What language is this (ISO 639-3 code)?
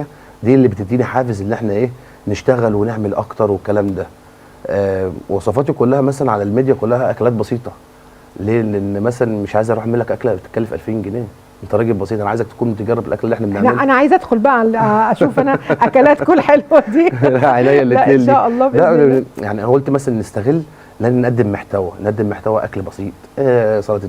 arz